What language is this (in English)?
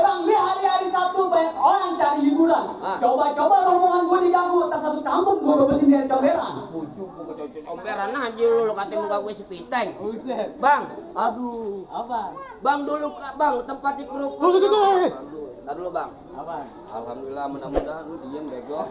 Betawi